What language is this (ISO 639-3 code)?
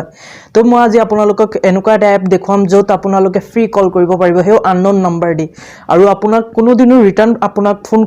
asm